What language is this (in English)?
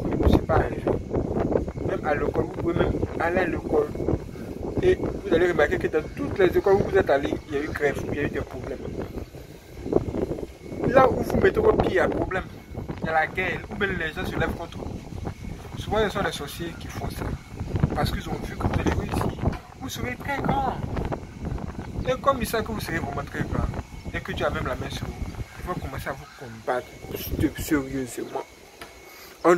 French